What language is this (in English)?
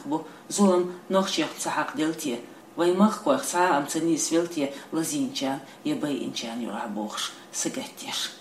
Chechen